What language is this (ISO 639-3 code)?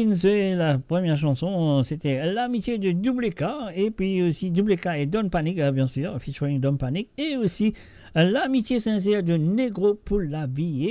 mfe